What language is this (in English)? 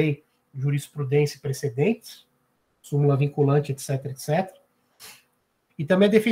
Portuguese